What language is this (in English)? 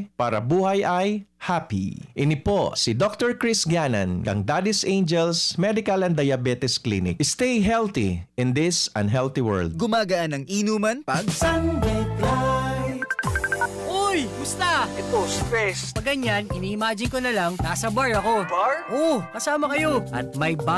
Bikol